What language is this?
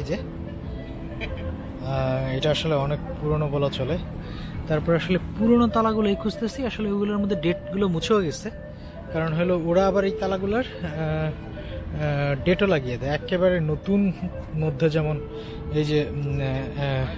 Bangla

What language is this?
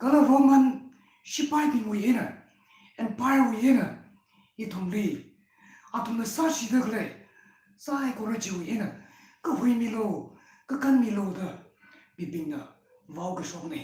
Tangkhul Naga (India)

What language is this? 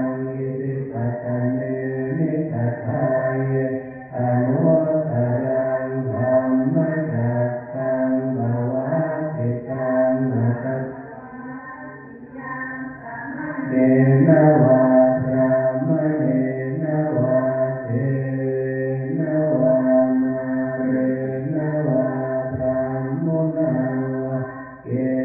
Pali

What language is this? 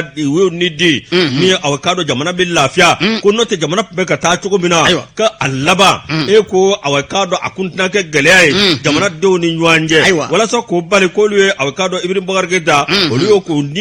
Bambara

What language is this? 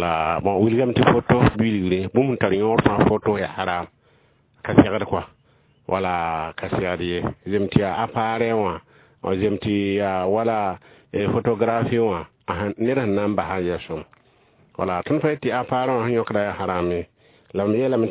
Mossi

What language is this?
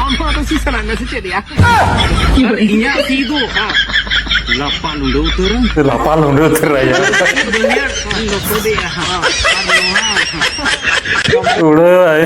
Santali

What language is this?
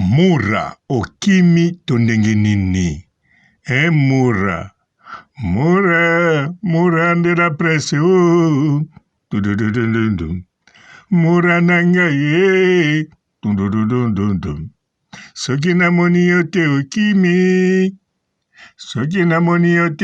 Lingala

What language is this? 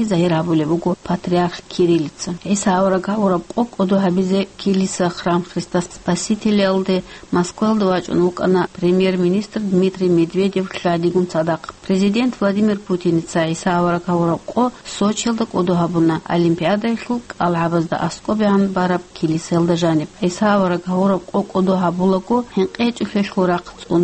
Avaric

